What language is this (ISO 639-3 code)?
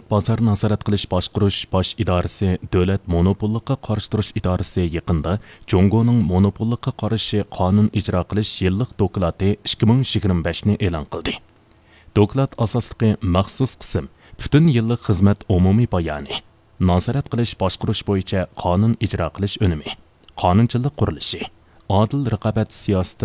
uig